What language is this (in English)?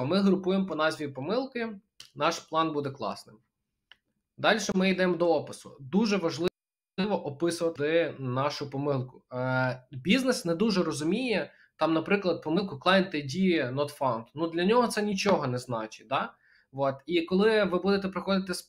Ukrainian